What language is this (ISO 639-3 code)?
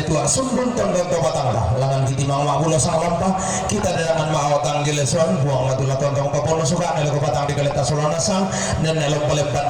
sda